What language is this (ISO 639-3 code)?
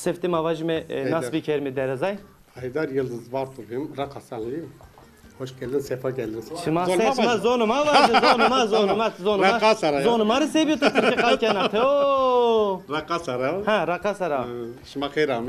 zza